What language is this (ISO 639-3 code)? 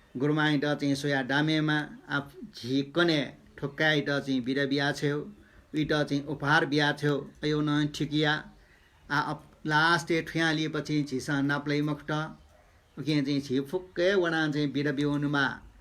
new